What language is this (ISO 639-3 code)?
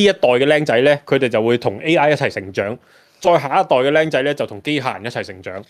yue